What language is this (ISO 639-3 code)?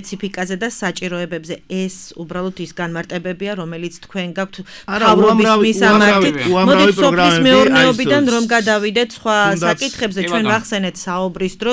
kat